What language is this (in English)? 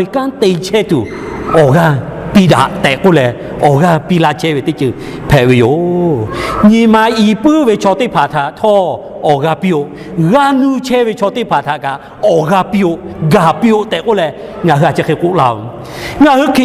Lahu